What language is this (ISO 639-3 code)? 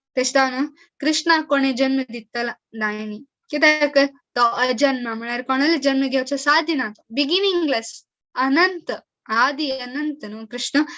kok